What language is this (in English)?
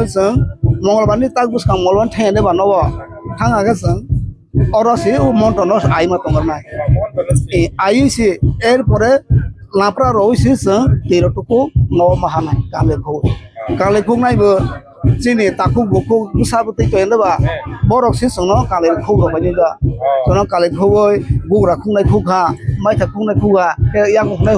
Kok Borok